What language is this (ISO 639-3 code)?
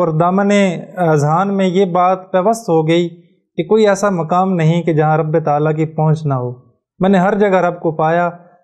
urd